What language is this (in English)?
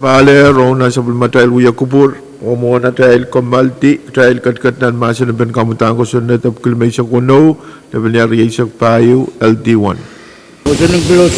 Pohnpeian